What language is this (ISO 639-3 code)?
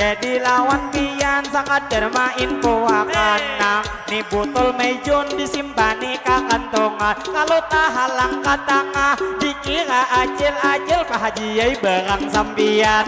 bjn